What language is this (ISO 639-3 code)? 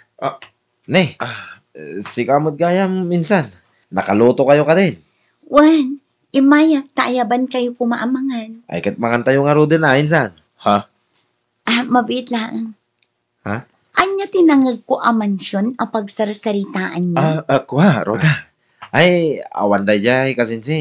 ilo